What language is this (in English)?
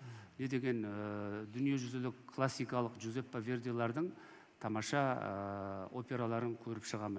Kazakh